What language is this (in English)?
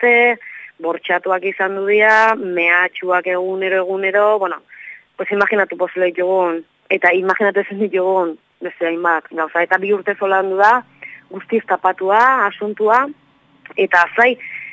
Basque